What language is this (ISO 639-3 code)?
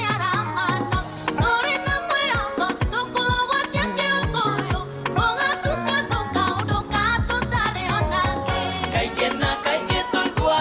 kik